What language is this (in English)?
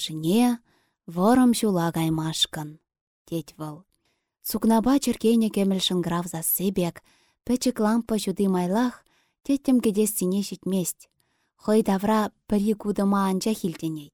Chuvash